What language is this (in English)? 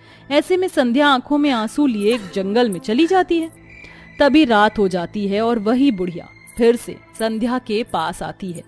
Hindi